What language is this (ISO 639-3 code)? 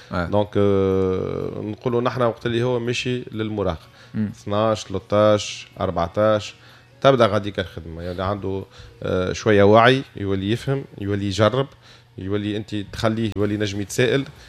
aeb